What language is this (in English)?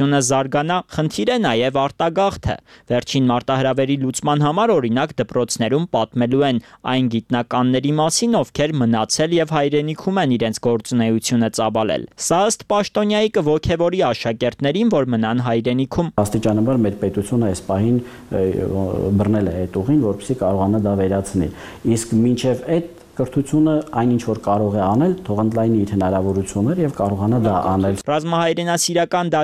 Armenian